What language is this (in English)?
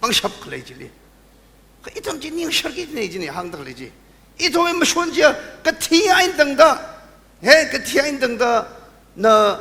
Tangkhul Naga (India)